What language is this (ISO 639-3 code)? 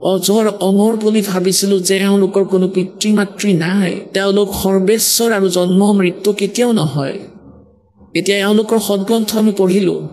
asm